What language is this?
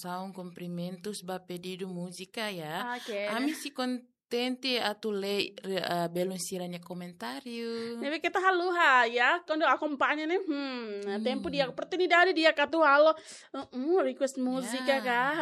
Tetum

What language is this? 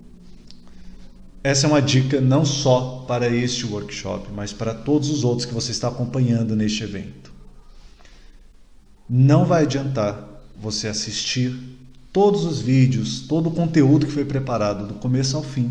Portuguese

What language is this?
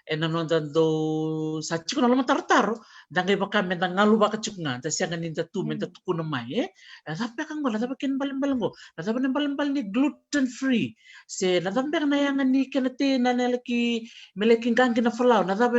Fijian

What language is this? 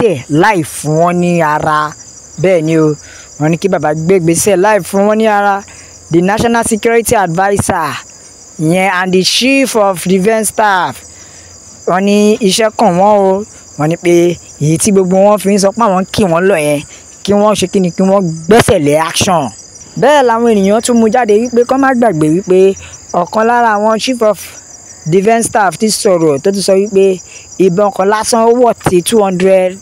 Yoruba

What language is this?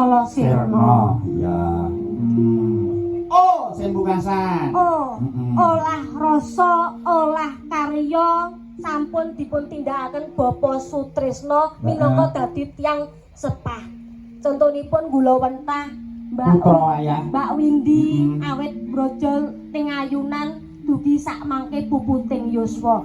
Javanese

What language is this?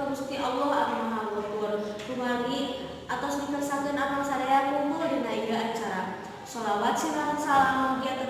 Sundanese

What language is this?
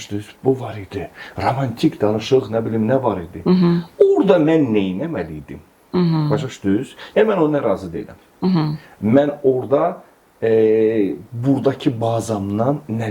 Azerbaijani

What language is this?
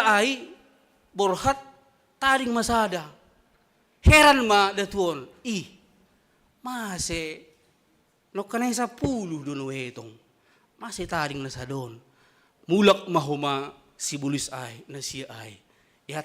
Batak Simalungun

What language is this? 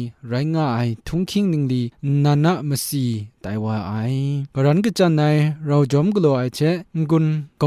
Kachin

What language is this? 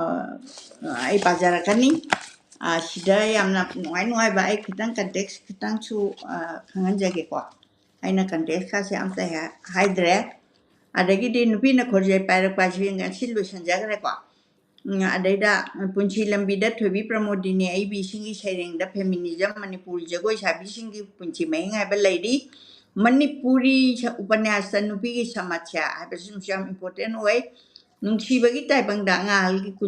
Manipuri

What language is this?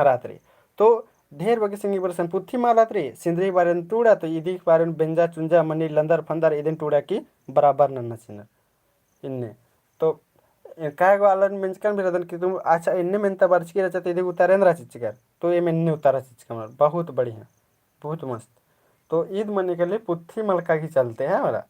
Kurukh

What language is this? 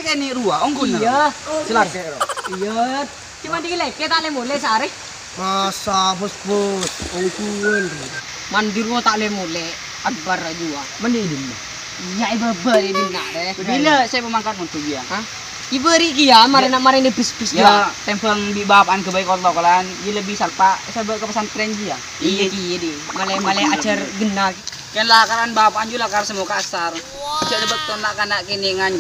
Madurese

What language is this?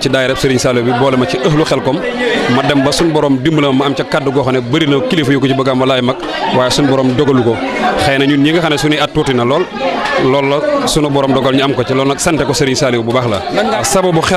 Wolof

